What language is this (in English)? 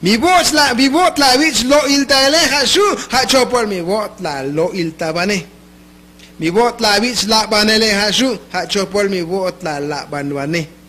Tzotzil